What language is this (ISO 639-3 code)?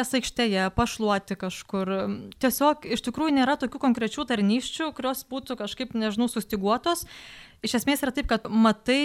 lit